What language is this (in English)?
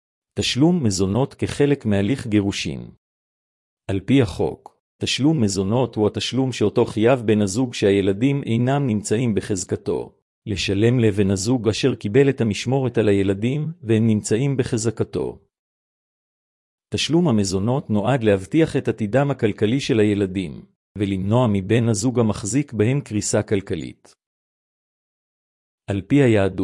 Hebrew